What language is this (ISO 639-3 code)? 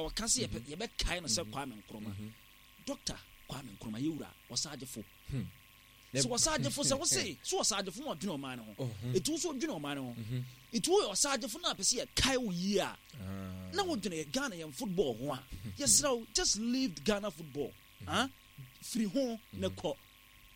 aka